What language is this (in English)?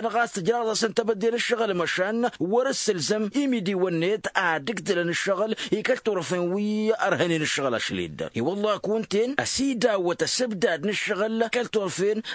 Tamasheq